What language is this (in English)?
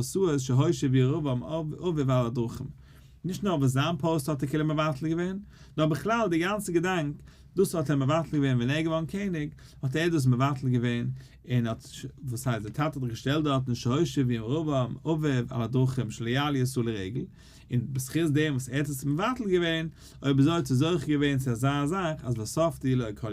Yiddish